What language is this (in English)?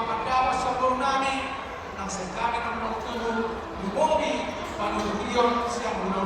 Batak Toba